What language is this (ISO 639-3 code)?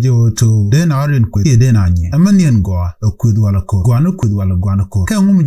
nus